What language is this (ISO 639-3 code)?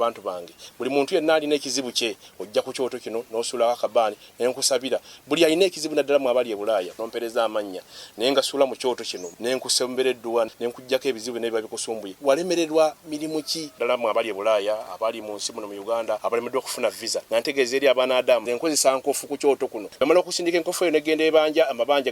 lug